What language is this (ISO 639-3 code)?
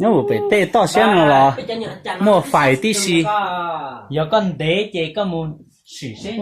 hmn